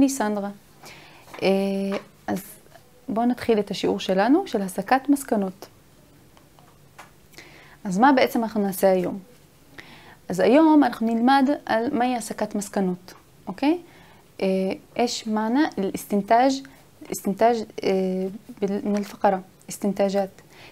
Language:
Hebrew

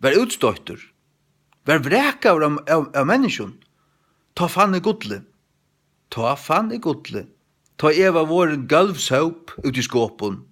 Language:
Faroese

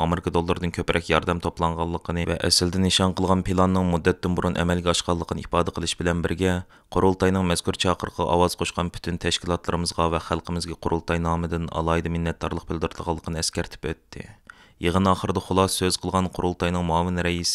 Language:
Uyghur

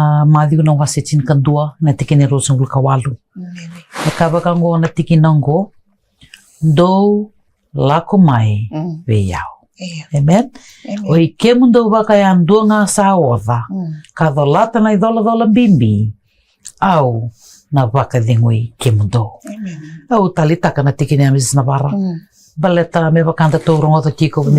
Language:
Fijian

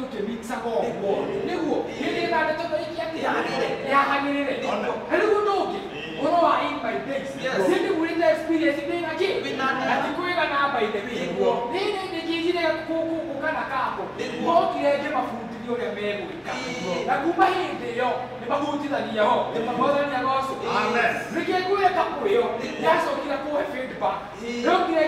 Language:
Kikuyu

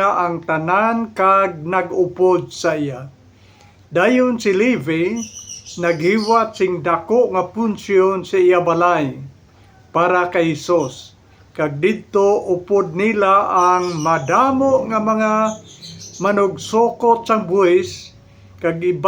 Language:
Hiligaynon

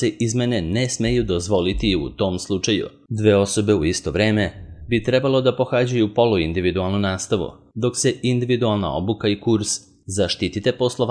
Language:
Serbian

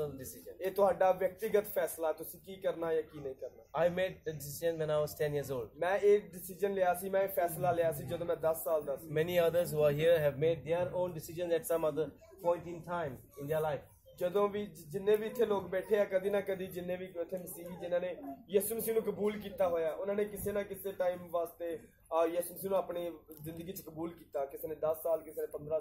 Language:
Punjabi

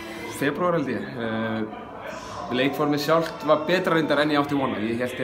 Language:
Icelandic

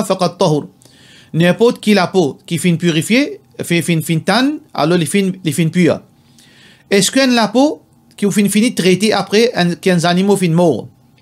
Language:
Morisyen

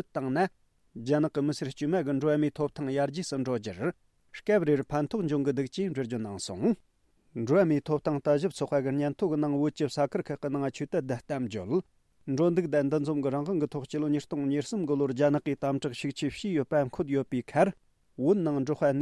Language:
Tibetan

